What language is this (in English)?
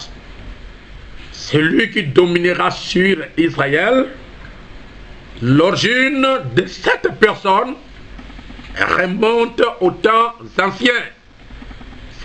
French